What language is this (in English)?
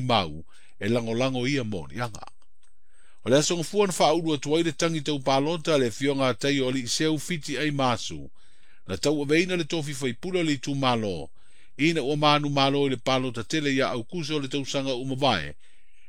Samoan